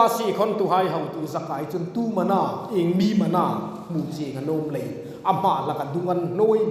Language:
Hmar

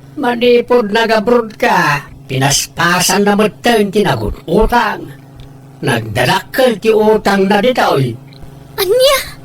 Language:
Iloko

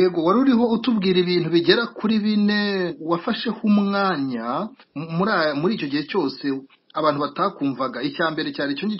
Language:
Kinyarwanda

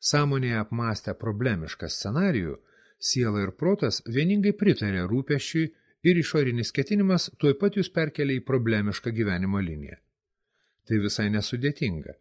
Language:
Lithuanian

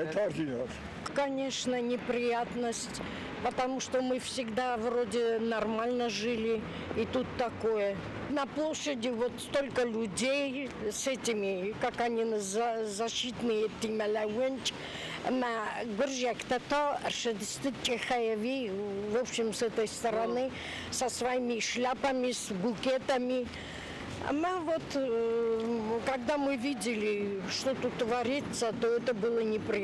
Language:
Ossetic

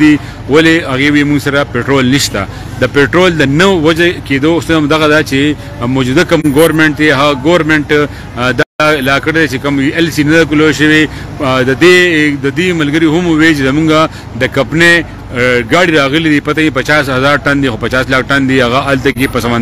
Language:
Pashto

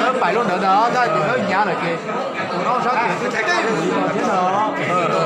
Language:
Hmong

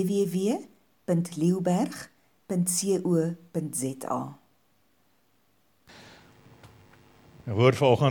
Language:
Afrikaans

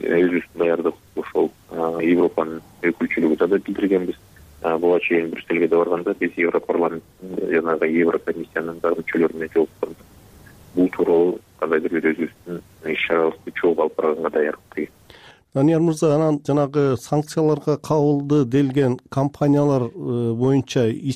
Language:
Kyrgyz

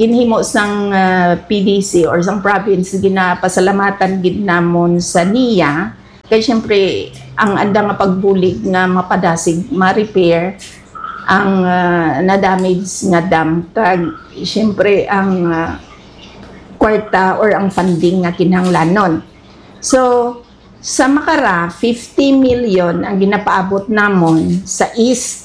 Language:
Hiligaynon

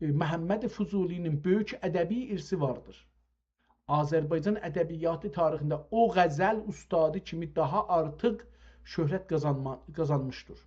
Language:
South Azerbaijani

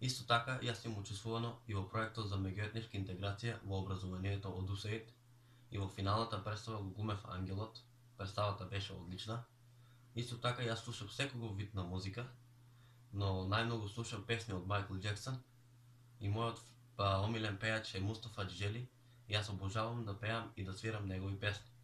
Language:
Macedonian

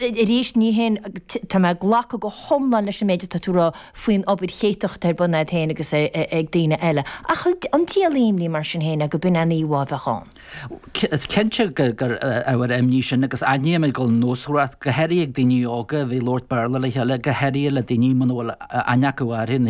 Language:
Irish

